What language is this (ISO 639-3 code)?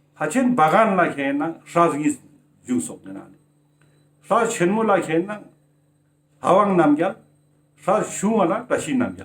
lbj